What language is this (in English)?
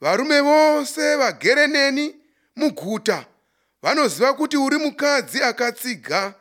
Shona